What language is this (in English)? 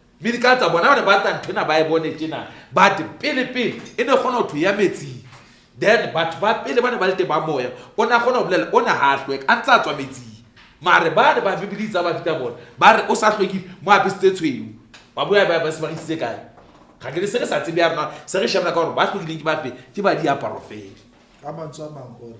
Southern Sotho